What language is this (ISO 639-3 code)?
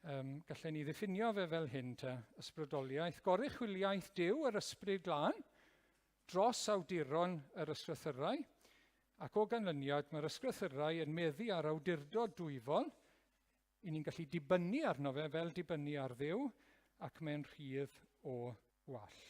cym